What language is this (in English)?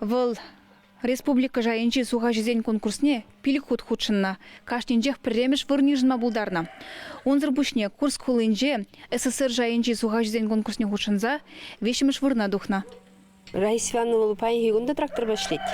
Chuvash